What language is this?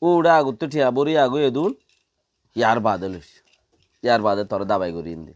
Rohingya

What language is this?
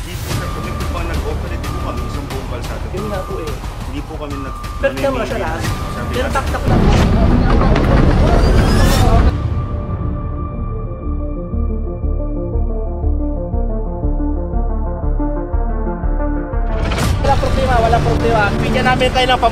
Filipino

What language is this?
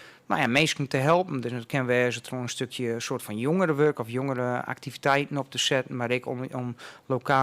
Western Frisian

